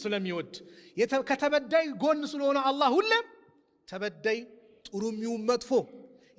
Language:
Amharic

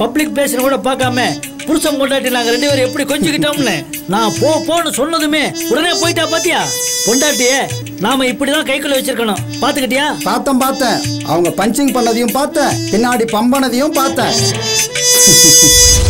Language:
Tamil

